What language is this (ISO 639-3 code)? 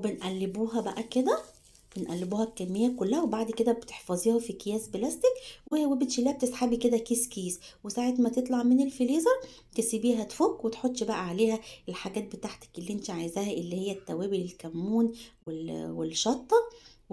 arz